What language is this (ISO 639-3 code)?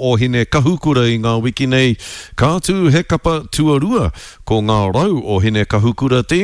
mri